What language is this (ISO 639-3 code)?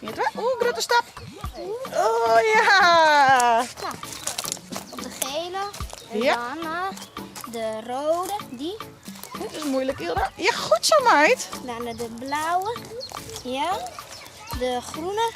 fry